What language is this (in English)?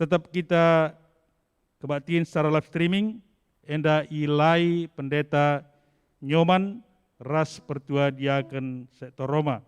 Batak Karo